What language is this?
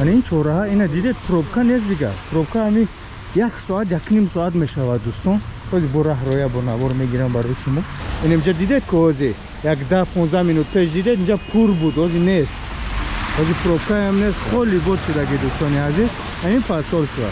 Tajik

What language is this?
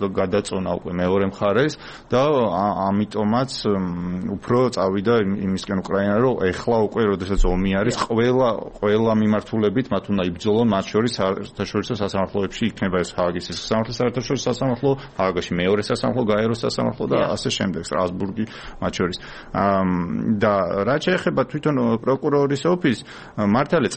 Georgian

